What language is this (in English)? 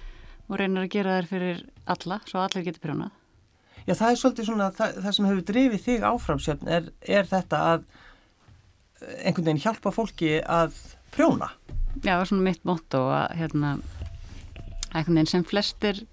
Icelandic